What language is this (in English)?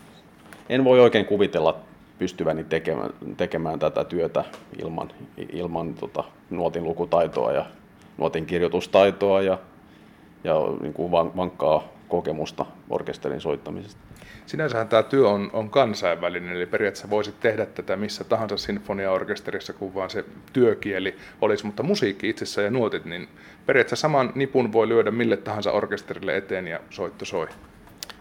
Finnish